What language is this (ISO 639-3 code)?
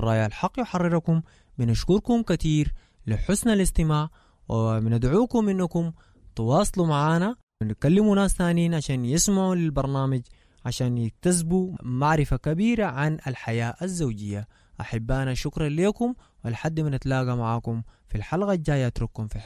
apd